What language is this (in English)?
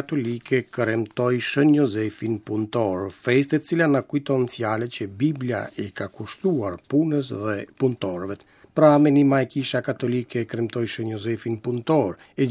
Albanian